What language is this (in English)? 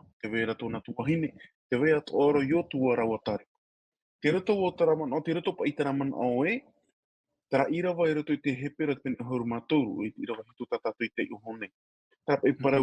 Tahitian